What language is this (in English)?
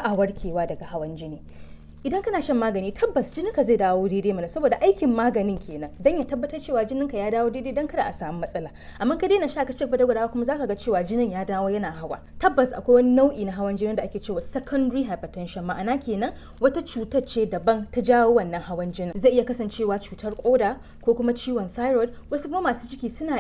Hausa